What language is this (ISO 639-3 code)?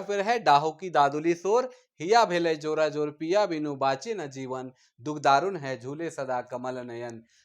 sck